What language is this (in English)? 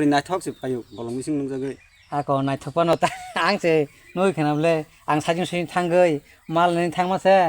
Kok Borok